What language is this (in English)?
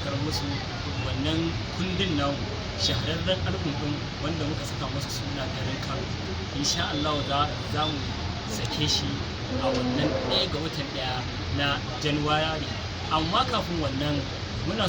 Hausa